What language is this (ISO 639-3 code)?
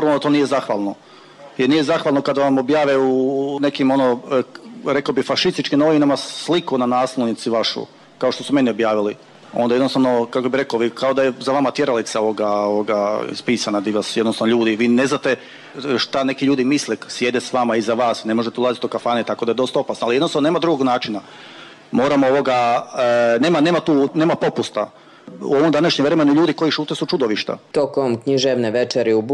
bos